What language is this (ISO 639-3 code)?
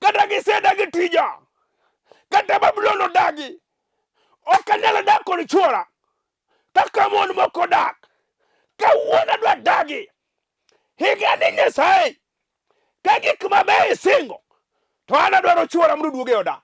luo